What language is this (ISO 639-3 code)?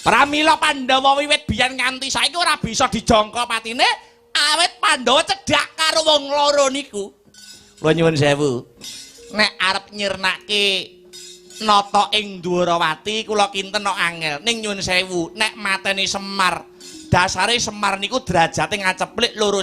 jav